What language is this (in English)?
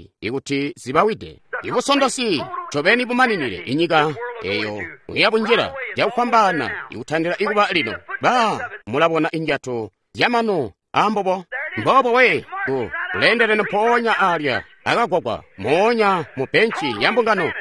Tonga (Zambia)